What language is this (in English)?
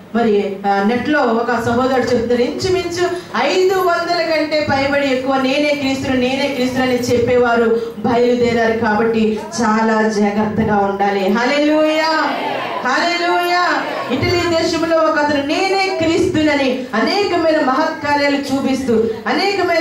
Telugu